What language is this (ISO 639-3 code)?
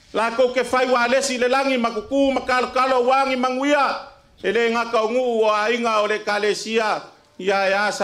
smo